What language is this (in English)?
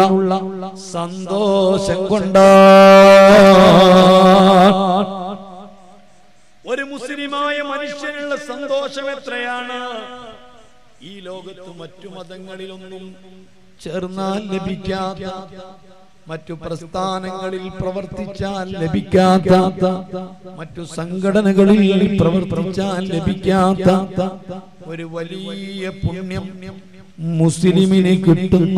Malayalam